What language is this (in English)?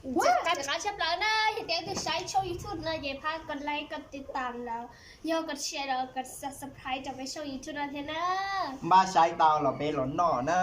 Hmong